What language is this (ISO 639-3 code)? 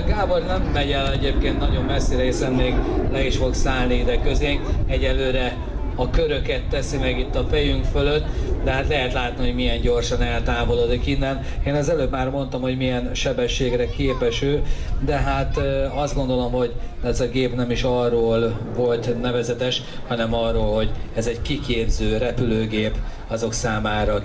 hun